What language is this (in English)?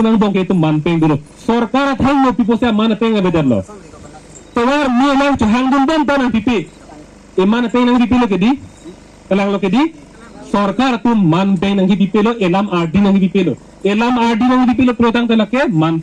Karbi